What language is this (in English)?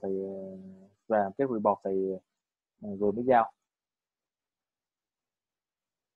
Vietnamese